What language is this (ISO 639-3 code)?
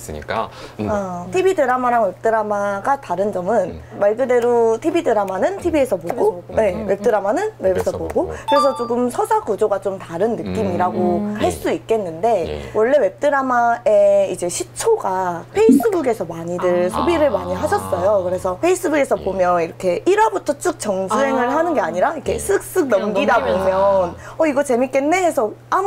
kor